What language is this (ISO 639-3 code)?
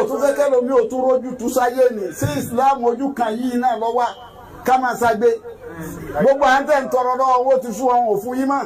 yor